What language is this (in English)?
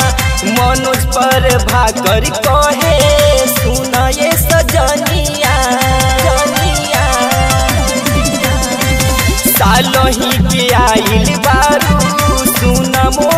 Bhojpuri